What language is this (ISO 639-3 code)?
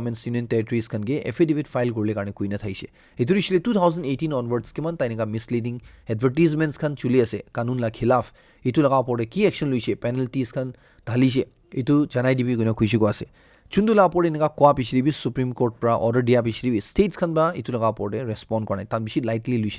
nag